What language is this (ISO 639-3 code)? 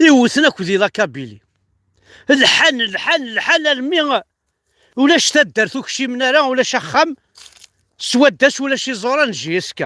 kab